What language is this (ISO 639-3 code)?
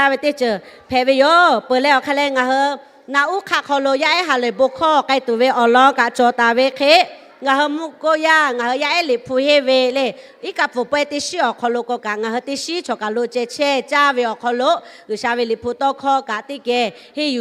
lhu